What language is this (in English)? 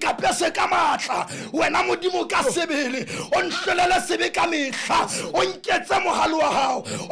Southern Sotho